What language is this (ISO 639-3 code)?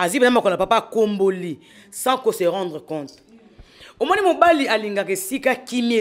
lin